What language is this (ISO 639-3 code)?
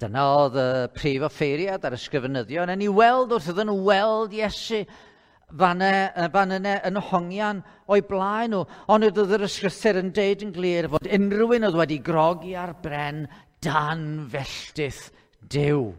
cym